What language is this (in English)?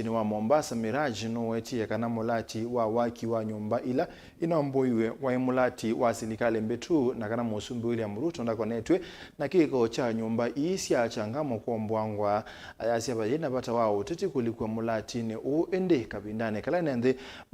Kamba